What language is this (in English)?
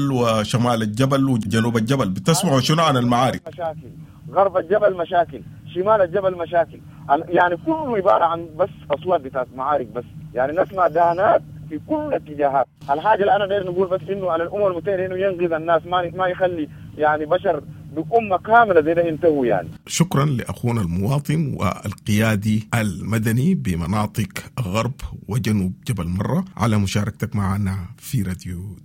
Sudanese Arabic